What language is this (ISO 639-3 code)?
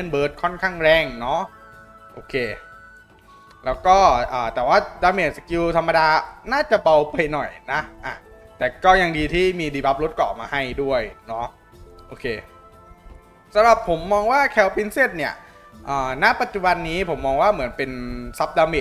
tha